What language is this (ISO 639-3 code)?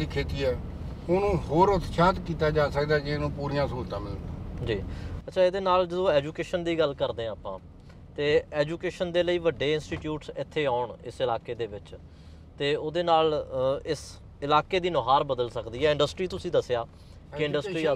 pan